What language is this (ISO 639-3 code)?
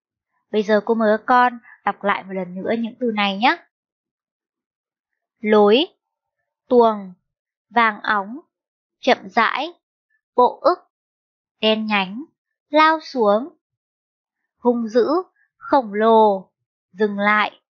vie